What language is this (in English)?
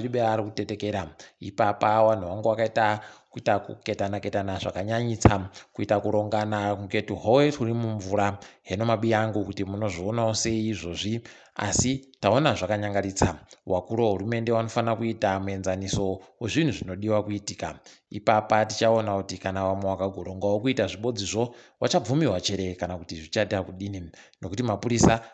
Ndau